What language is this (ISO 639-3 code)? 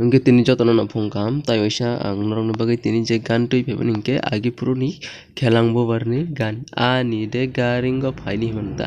trp